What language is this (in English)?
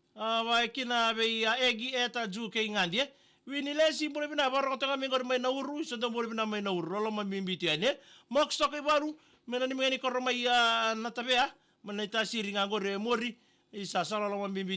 Fijian